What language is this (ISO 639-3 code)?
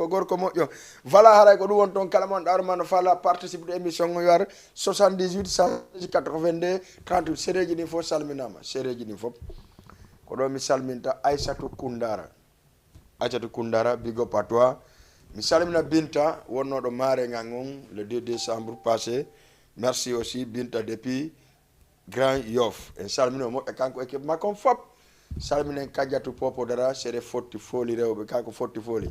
ful